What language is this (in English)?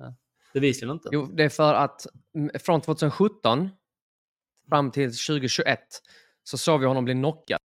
Swedish